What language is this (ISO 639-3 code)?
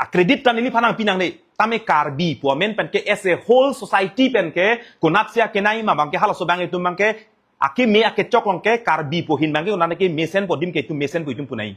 mjw